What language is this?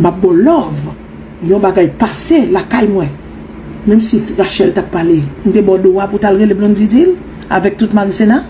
Haitian Creole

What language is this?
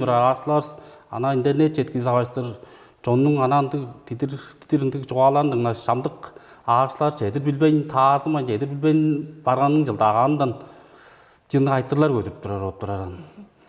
Tuvinian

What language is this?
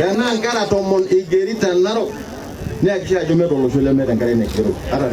Masai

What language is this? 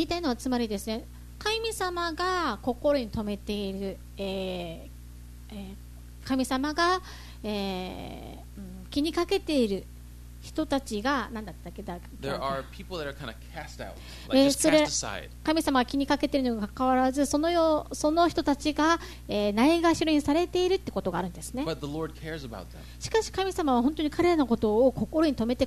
Japanese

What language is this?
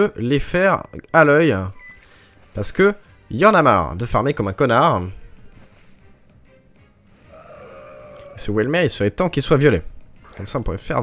French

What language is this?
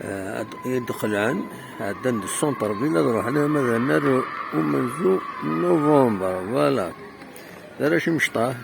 Kabyle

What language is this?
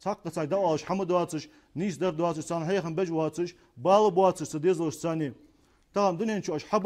Ingush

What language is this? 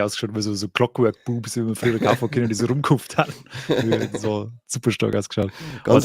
Bavarian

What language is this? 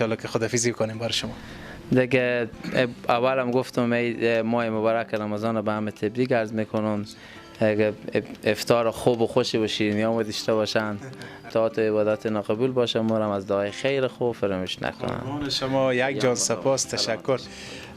Persian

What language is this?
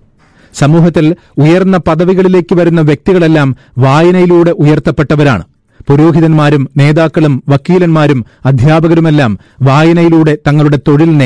Malayalam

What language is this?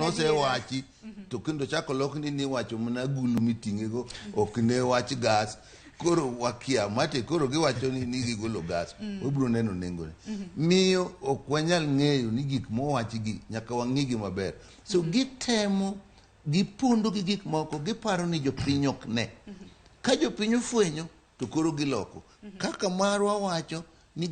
Luo (Kenya and Tanzania)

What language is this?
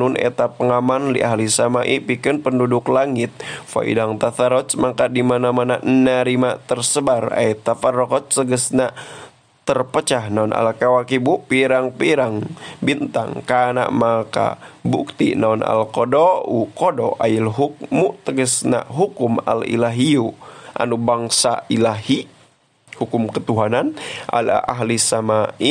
Sundanese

